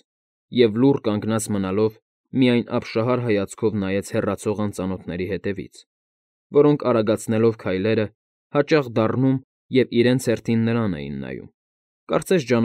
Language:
Armenian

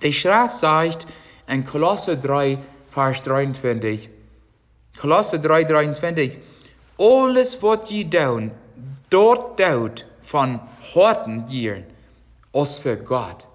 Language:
Plautdietsch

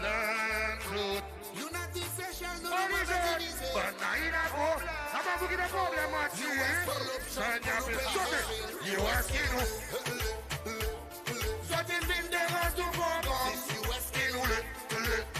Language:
Seselwa Creole French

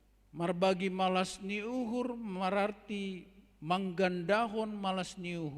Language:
Batak Simalungun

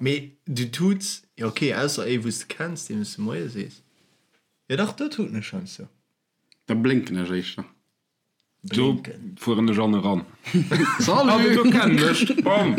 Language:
Luxembourgish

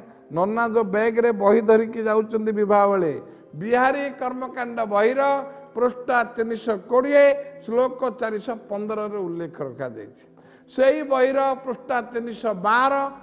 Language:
Odia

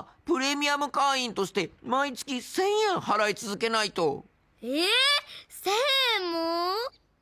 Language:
Japanese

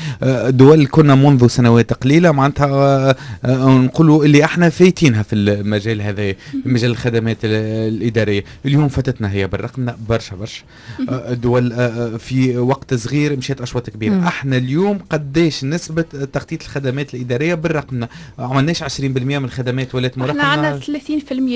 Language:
Tunisian Arabic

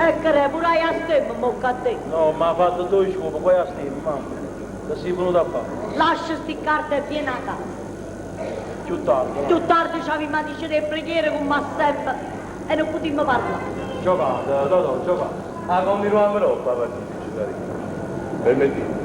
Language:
Neapolitan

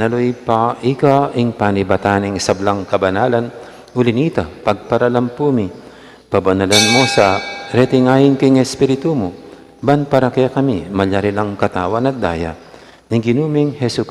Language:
Pampanga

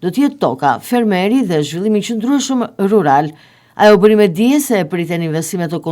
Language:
Albanian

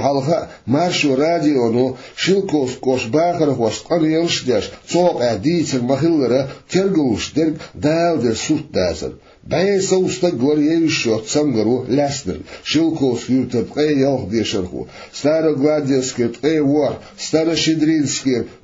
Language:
Chechen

